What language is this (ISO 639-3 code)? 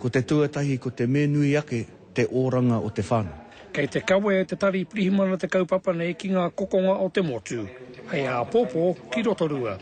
mri